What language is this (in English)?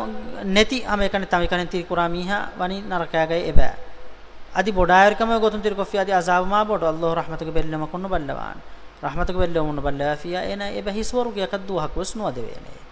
Divehi